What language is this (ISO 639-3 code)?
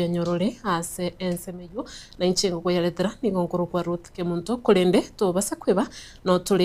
guz